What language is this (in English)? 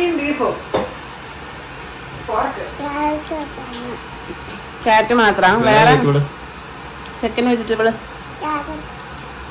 Malayalam